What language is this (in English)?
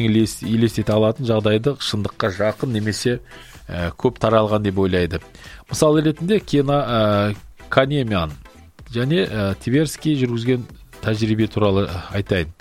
Kazakh